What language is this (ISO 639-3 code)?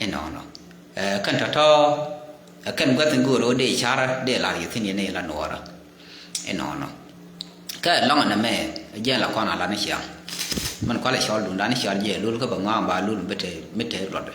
nus